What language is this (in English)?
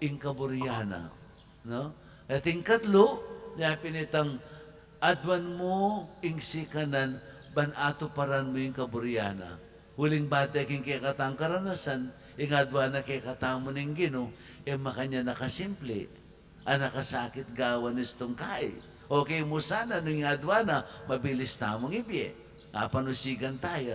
Pampanga